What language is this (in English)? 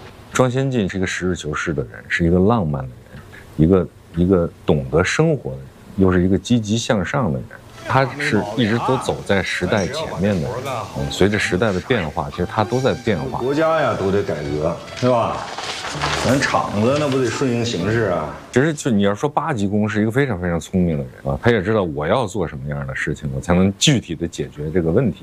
Chinese